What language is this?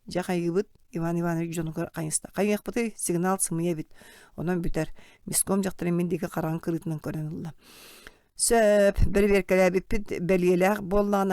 Yakut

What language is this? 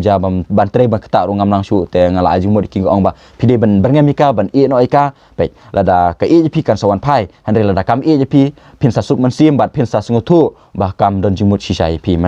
Khasi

